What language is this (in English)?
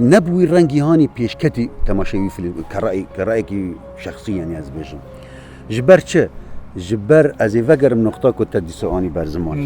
Kurdish